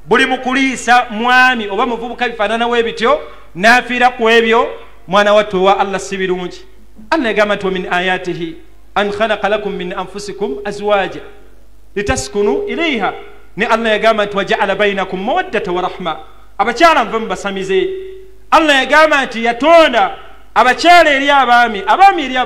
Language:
Ganda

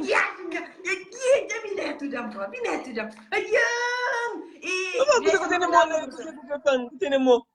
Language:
Kabuverdianu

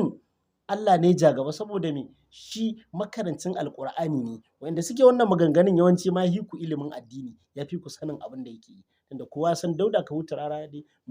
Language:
Hausa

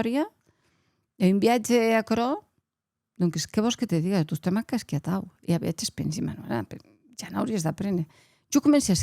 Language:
Occitan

